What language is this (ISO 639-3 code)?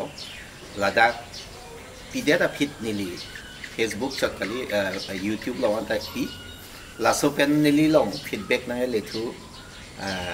mjw